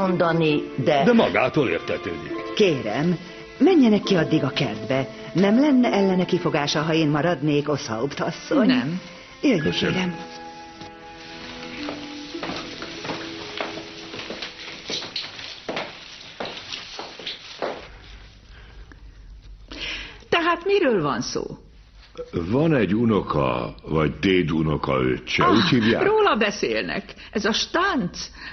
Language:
Hungarian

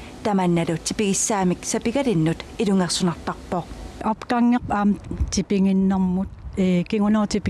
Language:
Kalaallisut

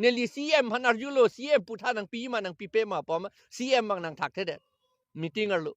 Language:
Karbi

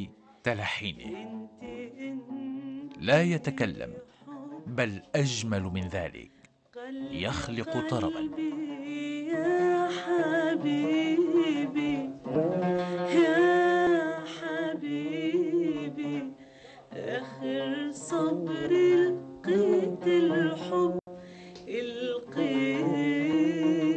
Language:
Arabic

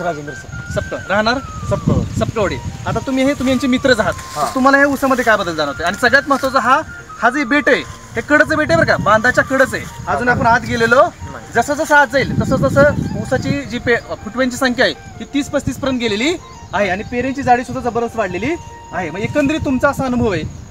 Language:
Marathi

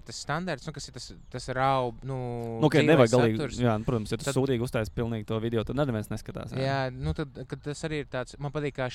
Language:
Latvian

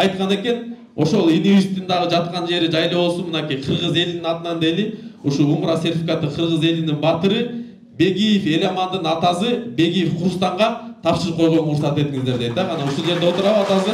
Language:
Kyrgyz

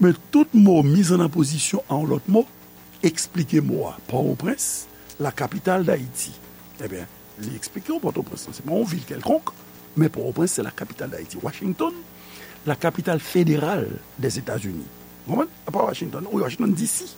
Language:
Haitian Creole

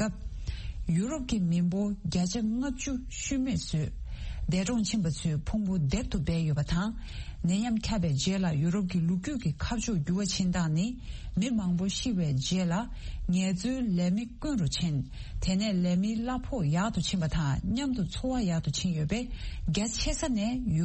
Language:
Tibetan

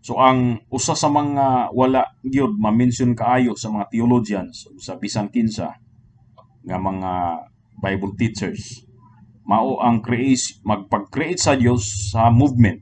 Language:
Cebuano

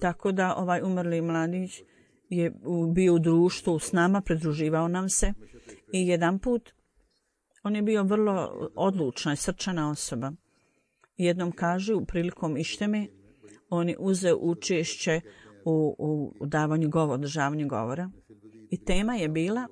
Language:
Bosnian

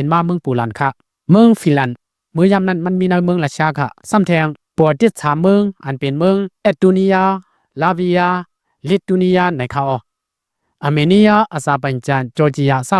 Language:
Lao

